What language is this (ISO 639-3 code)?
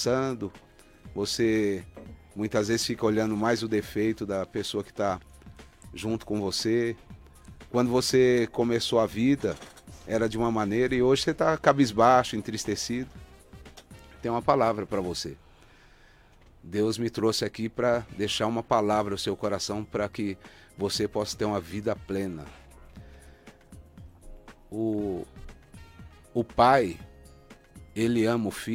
por